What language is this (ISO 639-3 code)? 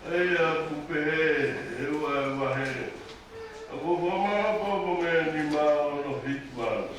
ton